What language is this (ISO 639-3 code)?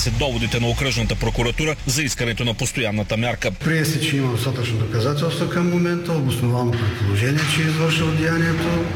bul